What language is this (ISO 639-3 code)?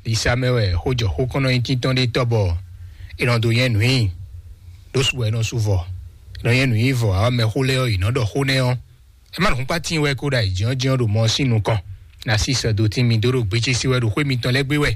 fon